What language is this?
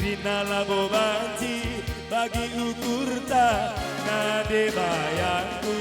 Batak Karo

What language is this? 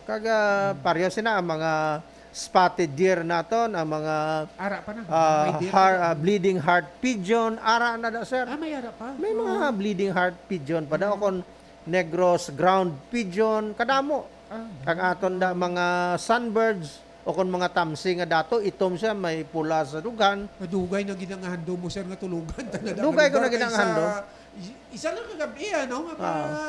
Hiligaynon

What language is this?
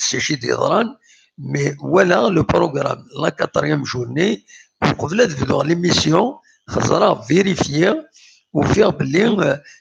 Kabyle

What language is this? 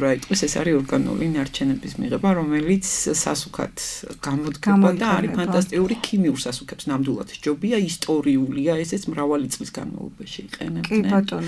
Georgian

